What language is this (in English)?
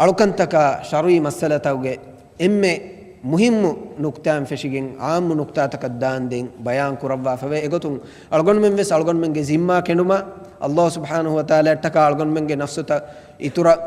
Divehi